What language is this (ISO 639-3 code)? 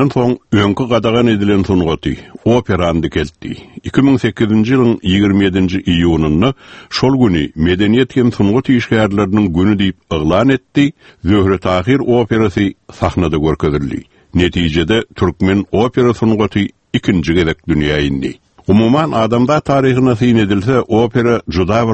tuk